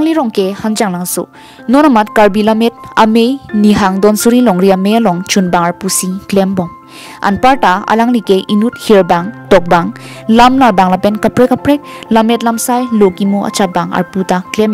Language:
Karbi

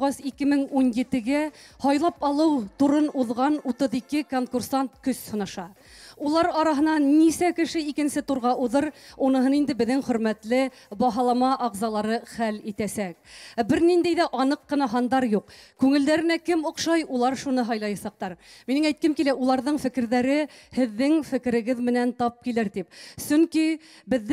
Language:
Bashkir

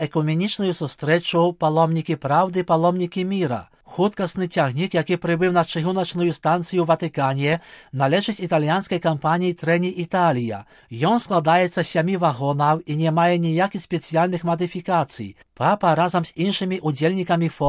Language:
Belarusian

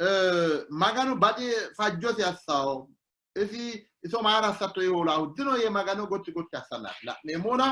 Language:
Sidamo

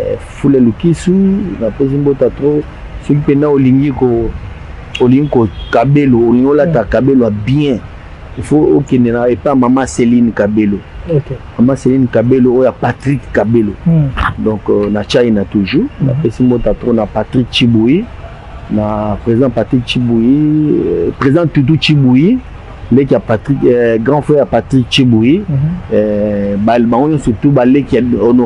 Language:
Lingala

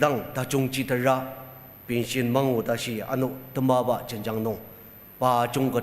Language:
Ao Naga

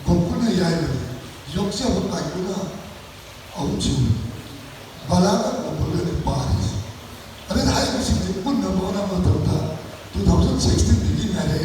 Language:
Manipuri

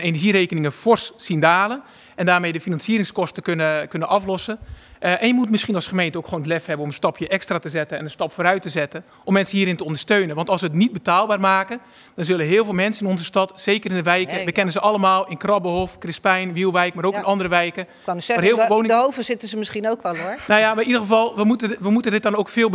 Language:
Dutch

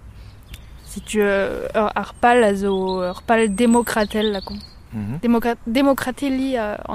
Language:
Breton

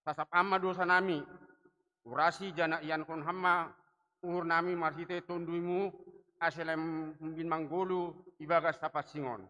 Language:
Batak Simalungun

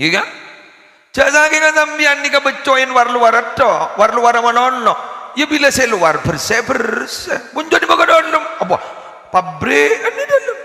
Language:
Madurese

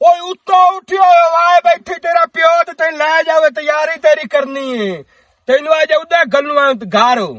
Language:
Western Panjabi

